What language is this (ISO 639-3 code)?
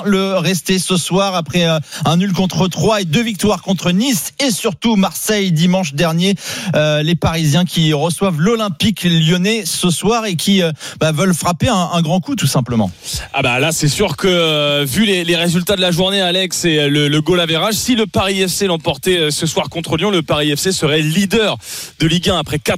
fra